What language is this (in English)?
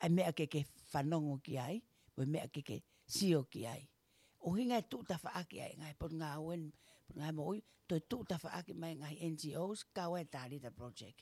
Tongan